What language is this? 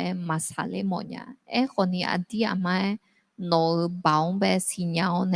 Akha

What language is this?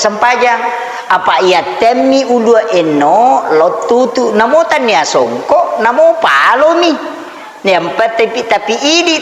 Buginese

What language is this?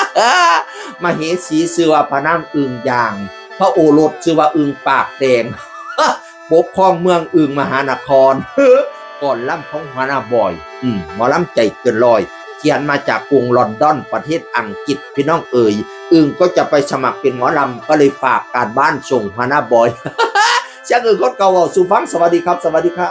Northeastern Thai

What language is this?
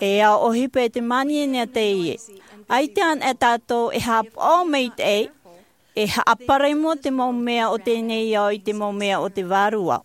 Tahitian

